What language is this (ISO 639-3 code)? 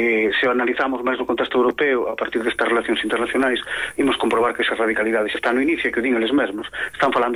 glg